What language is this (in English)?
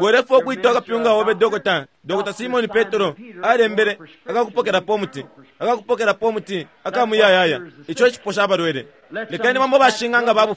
Bemba